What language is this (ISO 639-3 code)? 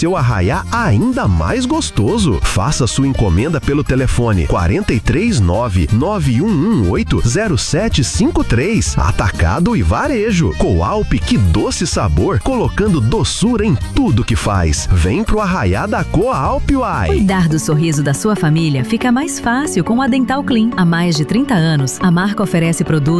por